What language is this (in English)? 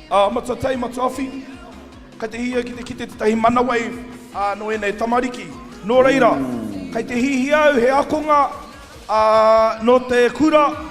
Māori